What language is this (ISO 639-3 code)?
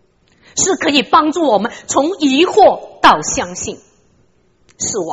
zho